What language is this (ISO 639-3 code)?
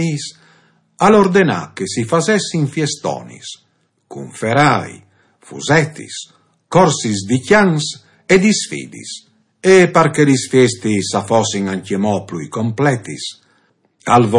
fur